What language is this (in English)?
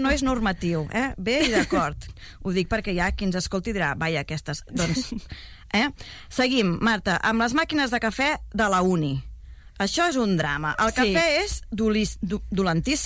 Catalan